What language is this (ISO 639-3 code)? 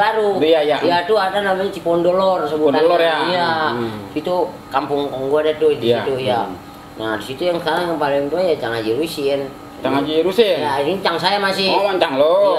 bew